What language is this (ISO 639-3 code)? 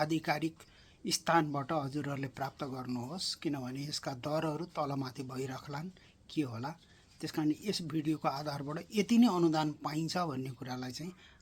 nep